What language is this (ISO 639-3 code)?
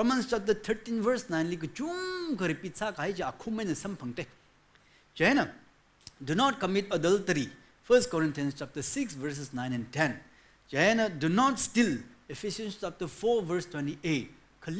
nmf